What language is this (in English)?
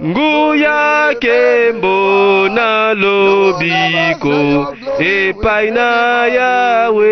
Lingala